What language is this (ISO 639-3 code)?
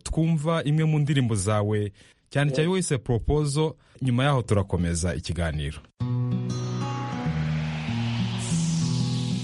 kin